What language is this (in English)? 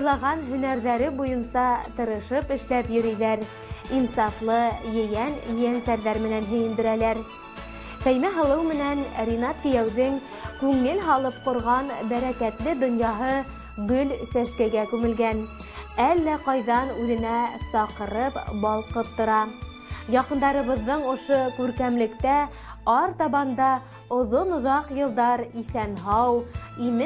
Bashkir